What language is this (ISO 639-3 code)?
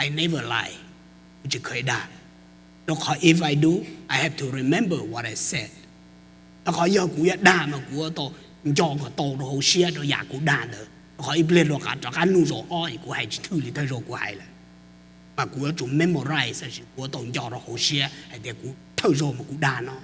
hmn